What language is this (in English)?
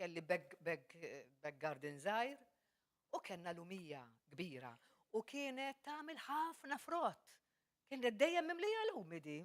Maltese